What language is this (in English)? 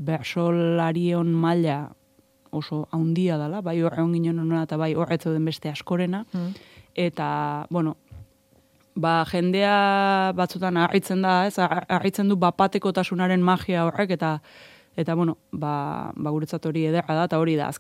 Basque